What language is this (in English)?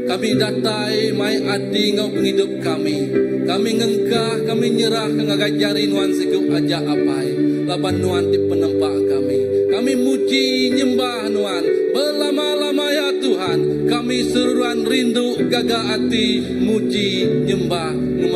Iban